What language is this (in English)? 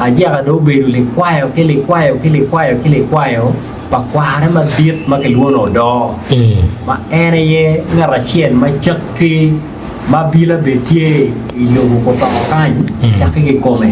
Acoli